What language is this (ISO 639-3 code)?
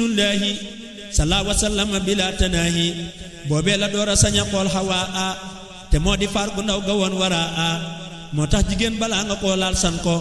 wol